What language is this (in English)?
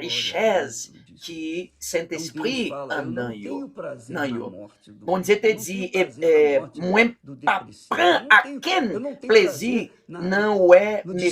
Haitian Creole